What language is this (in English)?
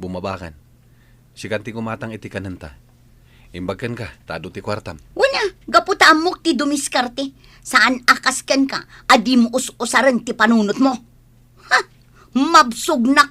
Iloko